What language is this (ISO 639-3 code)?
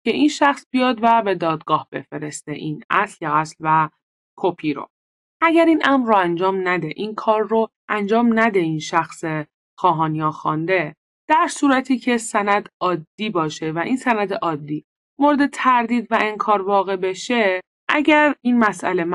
fas